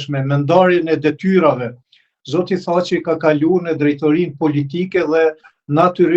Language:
Albanian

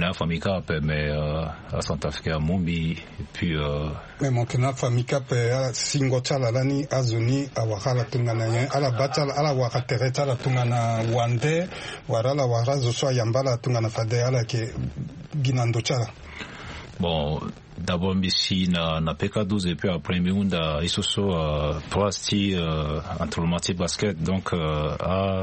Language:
Sango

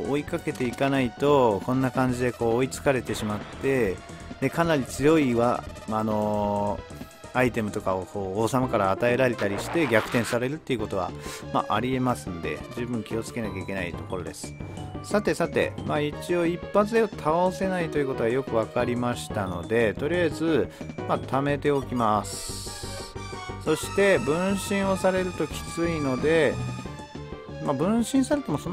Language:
Japanese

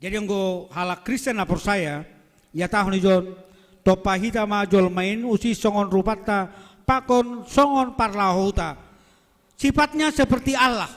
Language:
Batak Simalungun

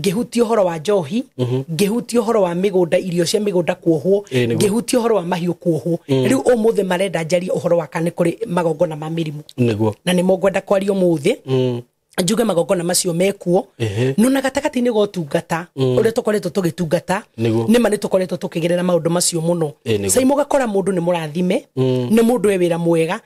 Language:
Kikuyu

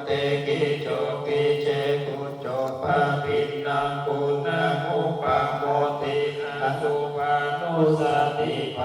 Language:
Pali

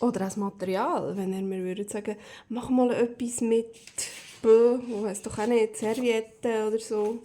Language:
Swiss German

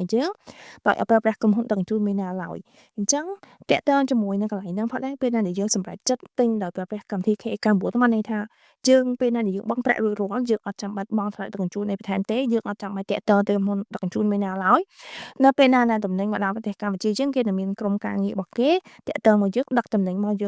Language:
Khmer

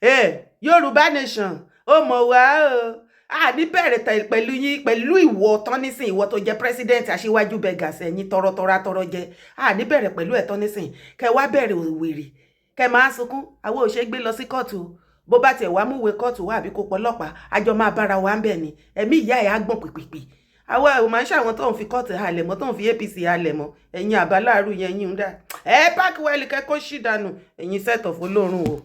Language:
Yoruba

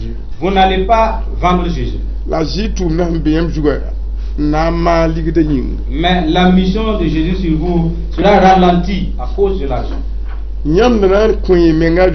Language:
Mossi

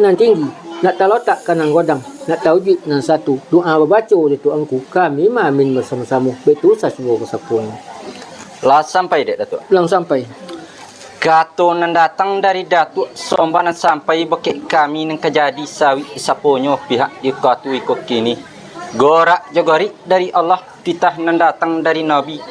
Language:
Minangkabau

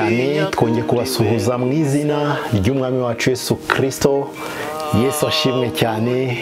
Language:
Kinyarwanda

